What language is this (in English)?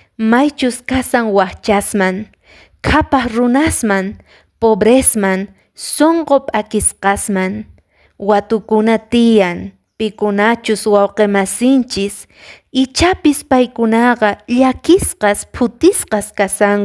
Quechua